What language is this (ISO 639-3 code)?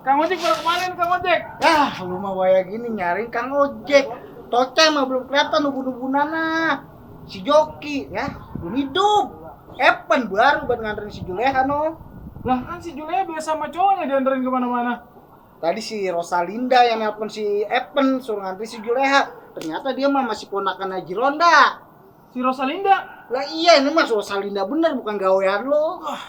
bew